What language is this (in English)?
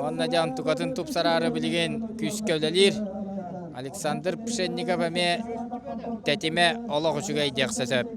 Yakut